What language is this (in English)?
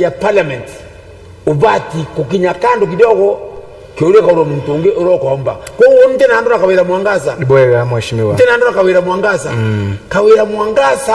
Meru